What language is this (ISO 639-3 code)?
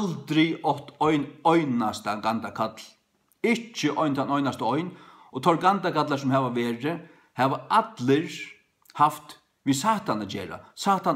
fao